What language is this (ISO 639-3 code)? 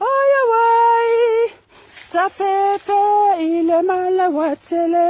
smo